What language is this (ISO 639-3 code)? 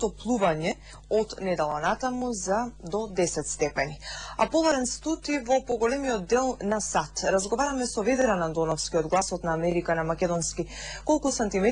mkd